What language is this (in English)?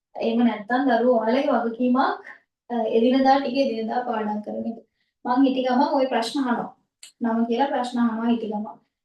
Sinhala